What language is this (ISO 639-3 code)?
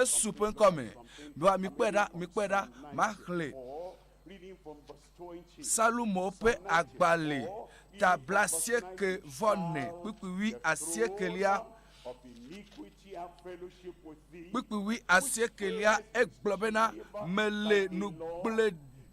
ewe